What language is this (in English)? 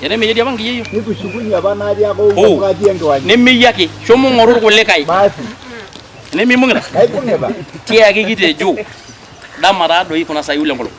Masai